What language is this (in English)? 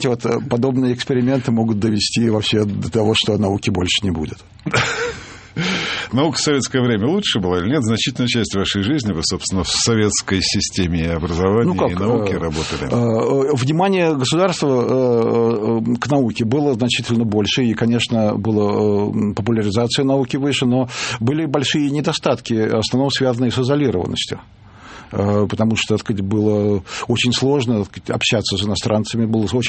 Russian